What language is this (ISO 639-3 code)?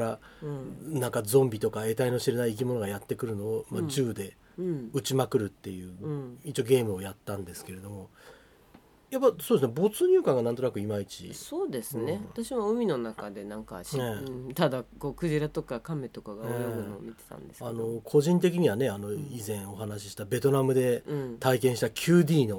jpn